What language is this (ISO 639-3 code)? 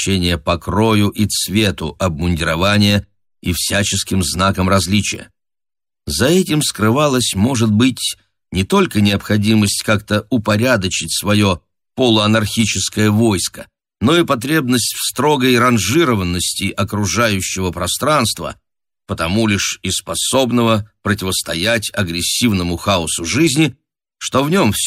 rus